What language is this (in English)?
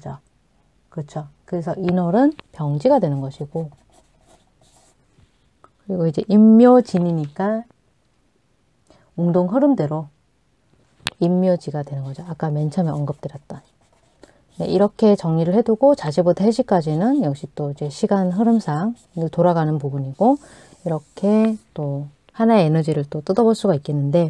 Korean